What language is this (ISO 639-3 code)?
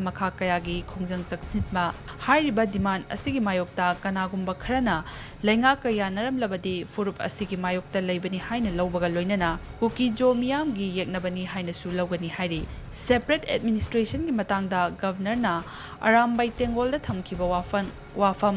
mni